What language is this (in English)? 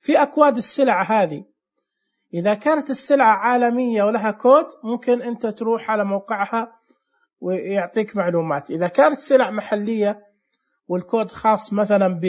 Najdi Arabic